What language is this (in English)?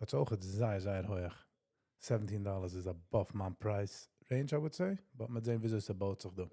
Yiddish